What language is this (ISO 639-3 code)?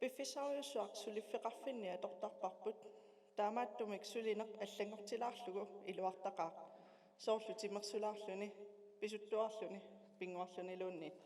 kal